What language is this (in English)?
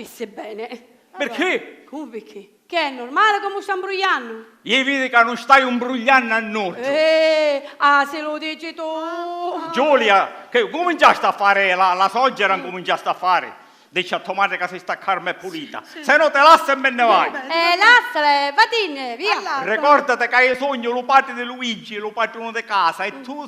Sicilian